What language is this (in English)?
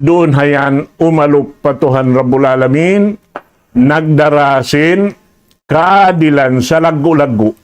Tausug